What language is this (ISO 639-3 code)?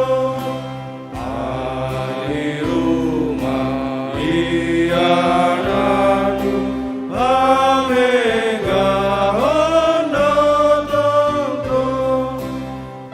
bts